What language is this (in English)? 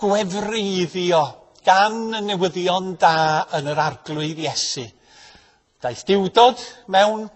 Welsh